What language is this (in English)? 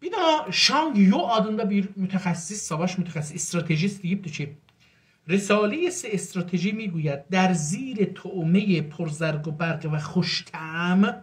South Azerbaijani